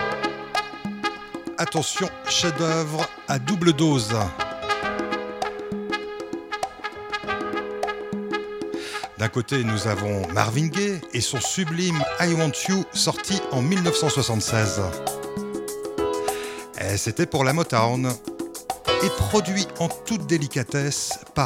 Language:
French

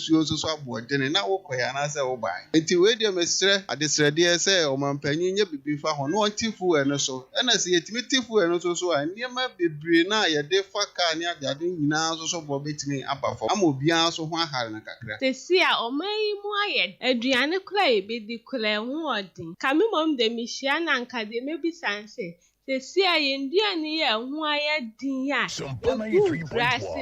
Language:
Akan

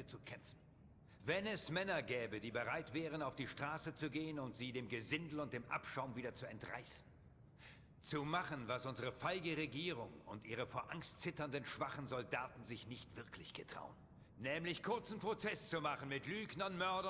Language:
Swiss German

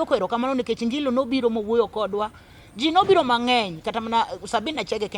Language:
Luo (Kenya and Tanzania)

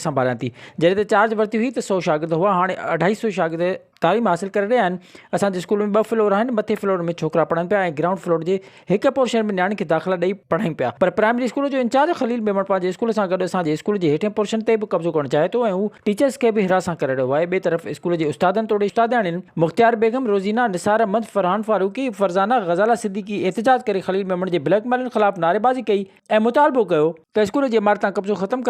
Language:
Sindhi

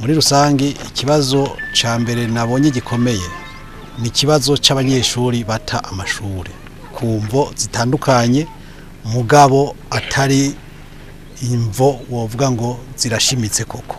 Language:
Rundi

